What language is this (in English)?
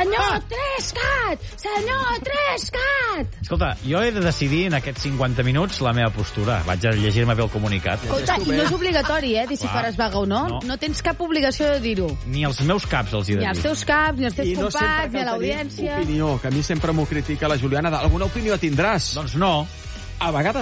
Catalan